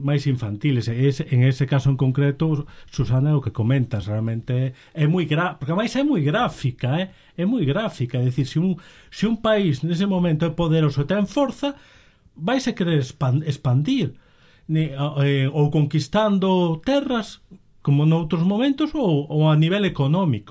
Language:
Galician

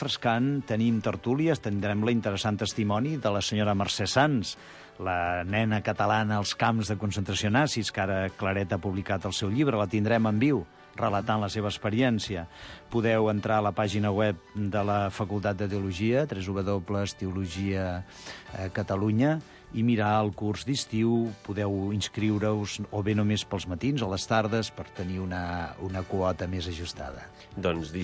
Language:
Catalan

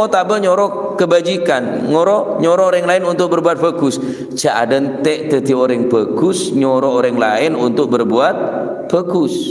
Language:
Madurese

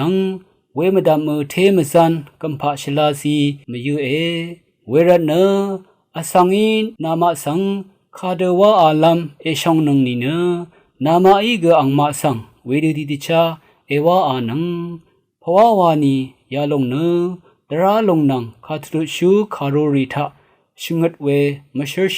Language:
Rawang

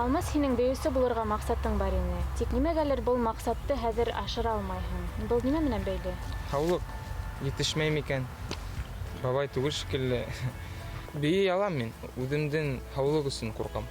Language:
Bashkir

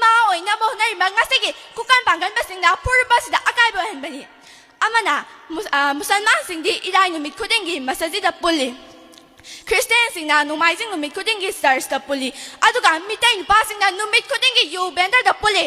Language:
Manipuri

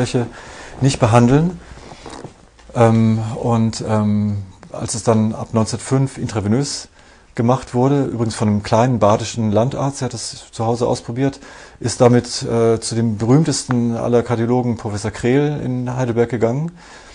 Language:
German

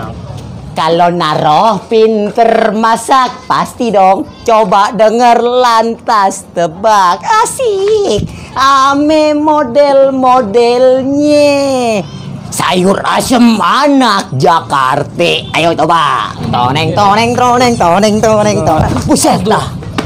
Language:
Betawi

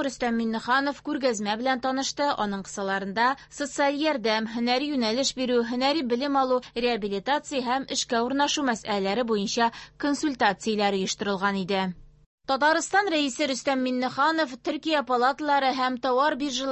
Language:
Tatar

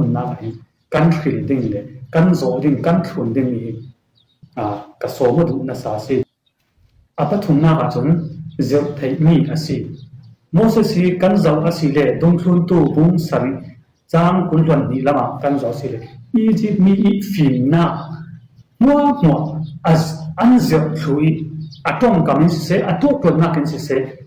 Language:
Falam Chin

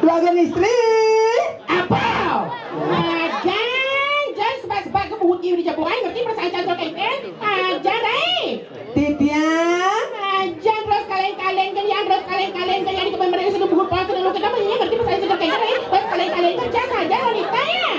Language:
Balinese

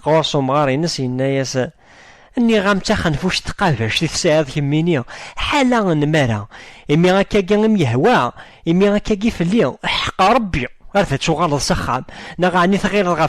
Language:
Kabyle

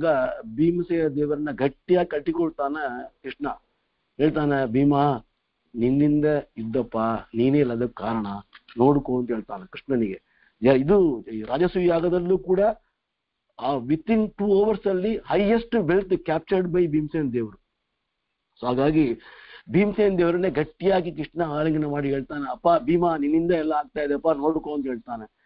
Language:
Kannada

